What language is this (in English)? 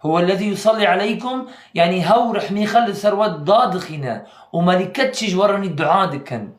Kurdish